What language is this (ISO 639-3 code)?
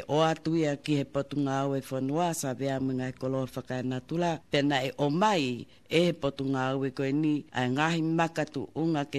ton